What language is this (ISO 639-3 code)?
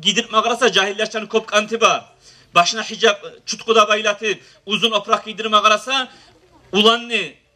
kum